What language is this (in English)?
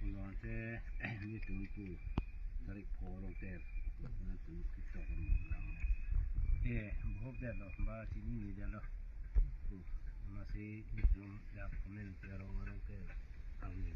Karbi